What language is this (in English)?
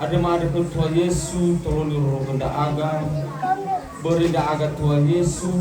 Nias